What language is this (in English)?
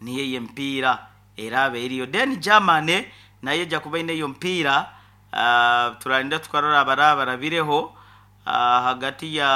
Nyoro